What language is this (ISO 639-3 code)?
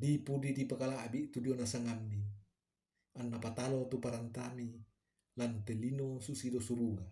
sda